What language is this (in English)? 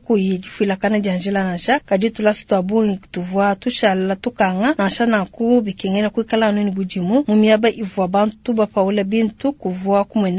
Luba-Lulua